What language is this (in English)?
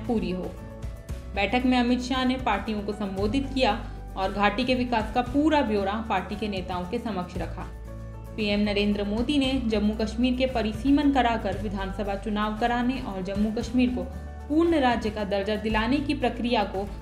Hindi